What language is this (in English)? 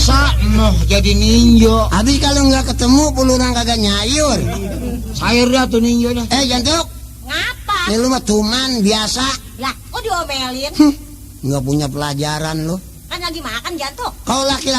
Betawi